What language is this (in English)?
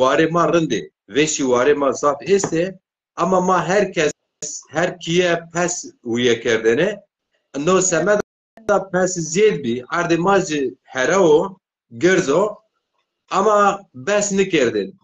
Zaza